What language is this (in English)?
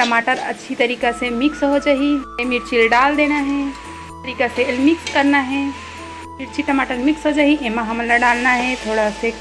Chhattisgarhi